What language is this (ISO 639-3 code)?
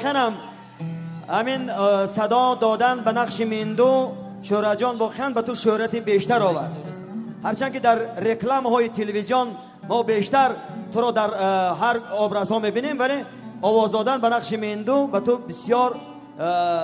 tgk